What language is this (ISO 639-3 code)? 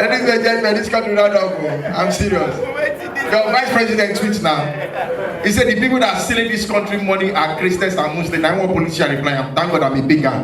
pcm